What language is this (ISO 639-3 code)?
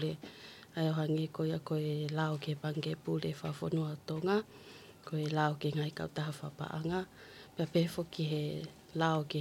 ton